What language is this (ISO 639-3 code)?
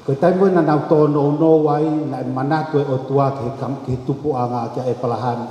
ton